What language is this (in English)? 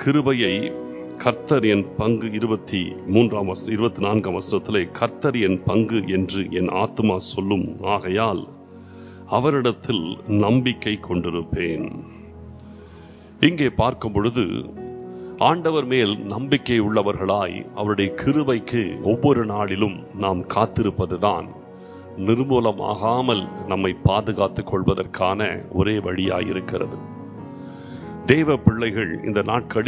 Tamil